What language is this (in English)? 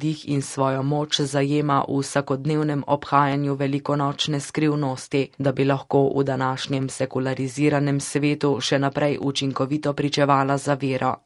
Slovenian